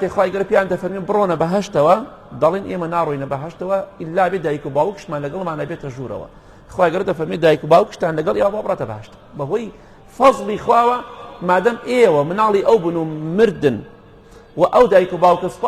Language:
Central Kurdish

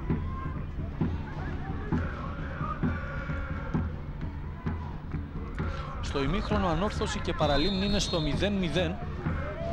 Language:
Greek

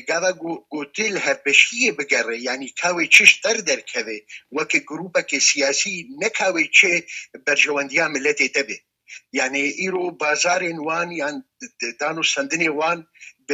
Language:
Kurdish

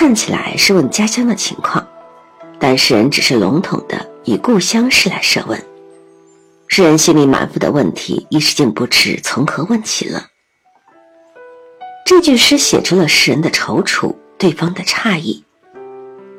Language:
Chinese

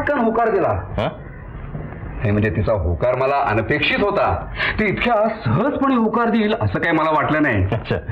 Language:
Marathi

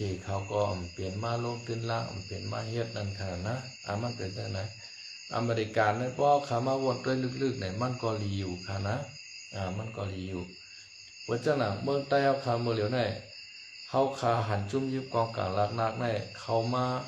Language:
Shan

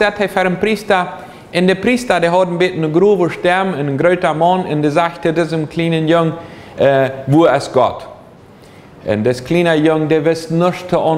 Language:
Plautdietsch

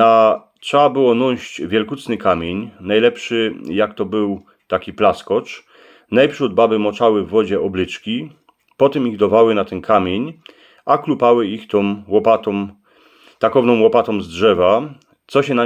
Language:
Silesian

